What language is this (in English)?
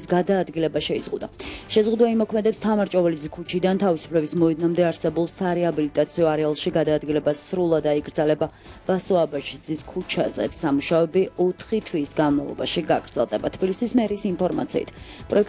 Georgian